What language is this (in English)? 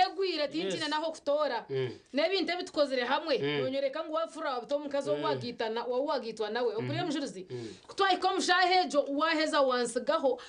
Nyankole